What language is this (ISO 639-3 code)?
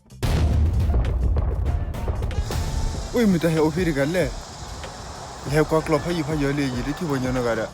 ksw